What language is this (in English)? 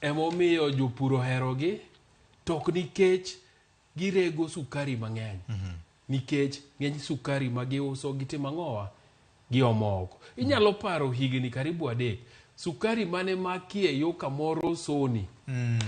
Luo (Kenya and Tanzania)